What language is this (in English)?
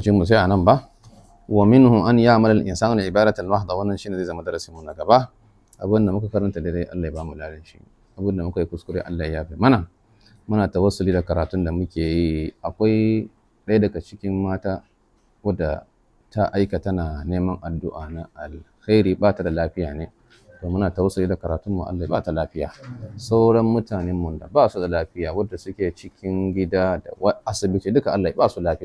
Hausa